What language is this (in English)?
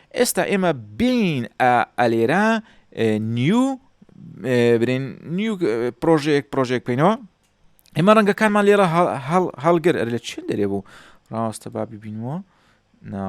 Central Kurdish